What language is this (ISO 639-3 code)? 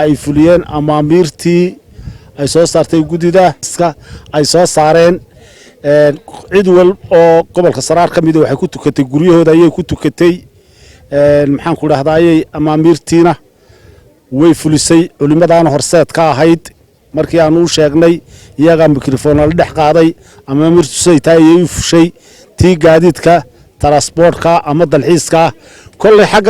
som